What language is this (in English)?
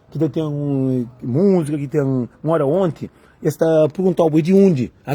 Kabuverdianu